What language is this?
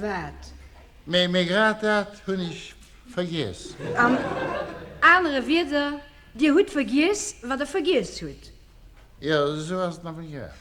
Luxembourgish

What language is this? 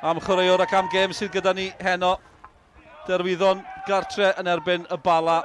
Welsh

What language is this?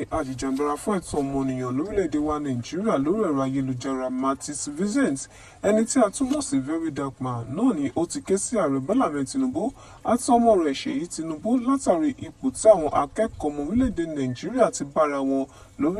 Yoruba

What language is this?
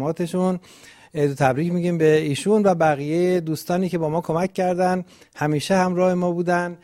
Persian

